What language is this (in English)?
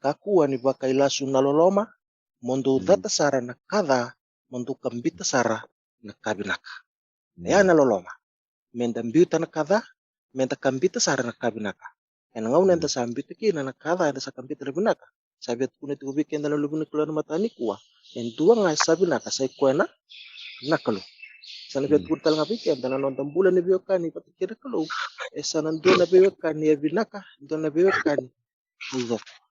Fijian